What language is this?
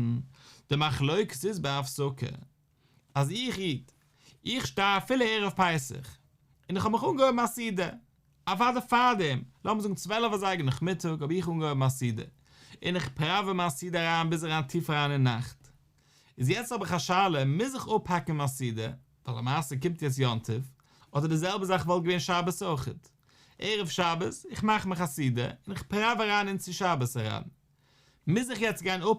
Yiddish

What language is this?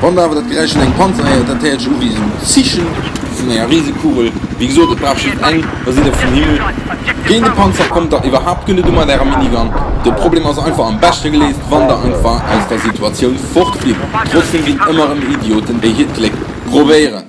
Luxembourgish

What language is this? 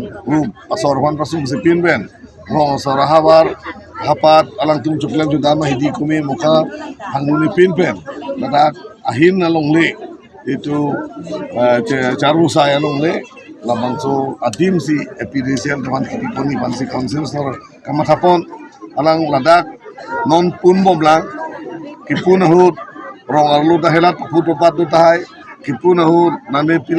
Karbi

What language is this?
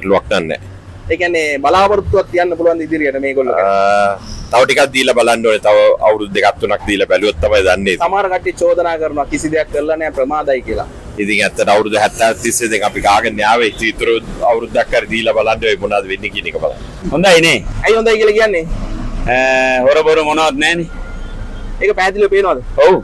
Sinhala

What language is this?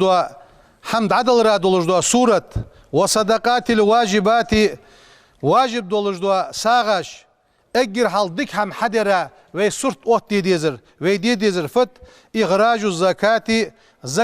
Ingush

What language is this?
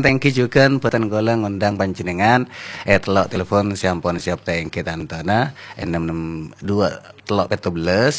Madurese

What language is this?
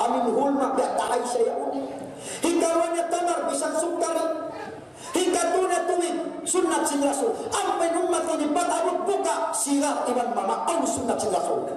Tausug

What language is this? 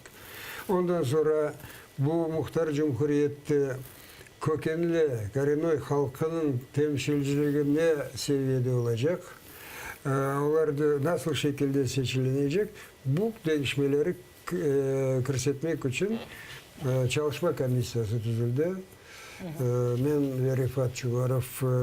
Crimean Tatar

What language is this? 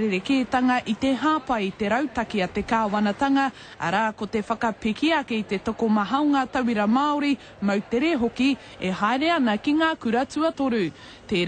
Māori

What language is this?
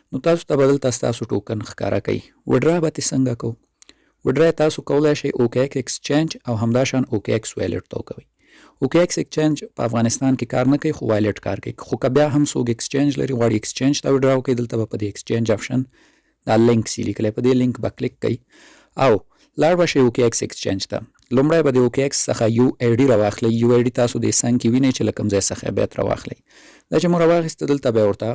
Pashto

